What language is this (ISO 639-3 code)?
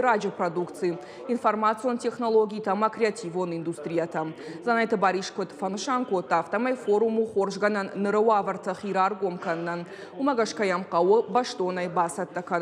oss